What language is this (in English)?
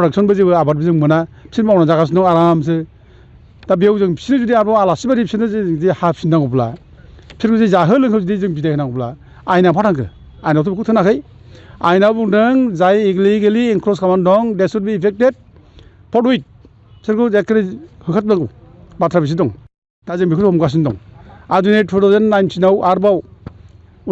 Bodo